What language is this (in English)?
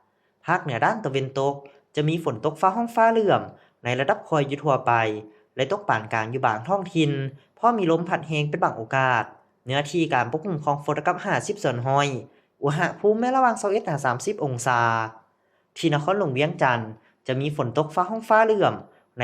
Lao